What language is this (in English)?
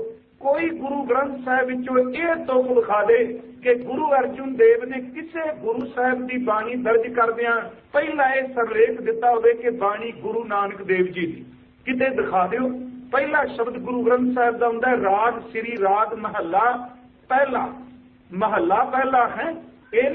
Punjabi